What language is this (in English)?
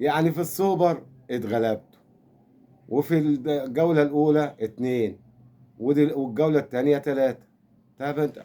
Egyptian Arabic